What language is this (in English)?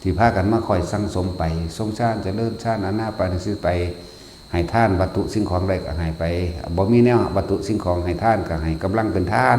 Northeastern Thai